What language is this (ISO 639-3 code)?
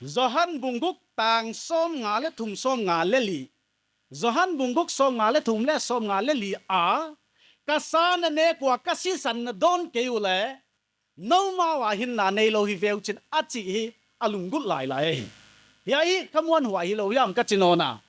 pck